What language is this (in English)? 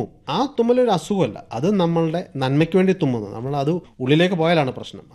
Malayalam